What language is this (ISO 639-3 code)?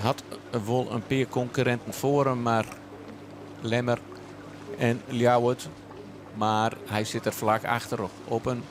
fry